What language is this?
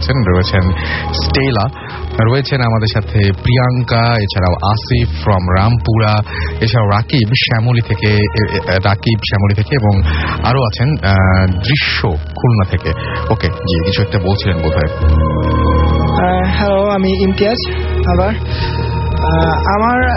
Bangla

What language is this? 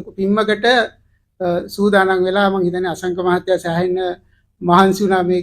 Sinhala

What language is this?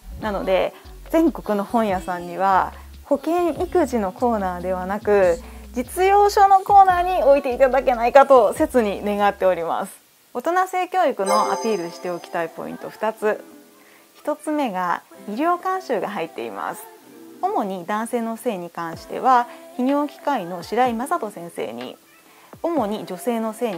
Japanese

